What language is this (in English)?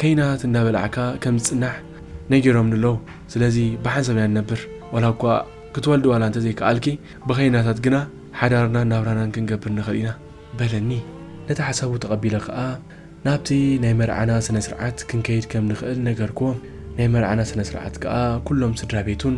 Tigrinya